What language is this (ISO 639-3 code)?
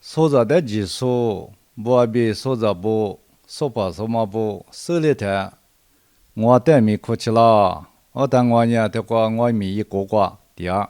lis